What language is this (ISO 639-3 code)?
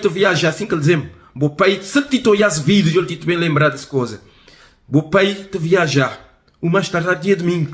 kea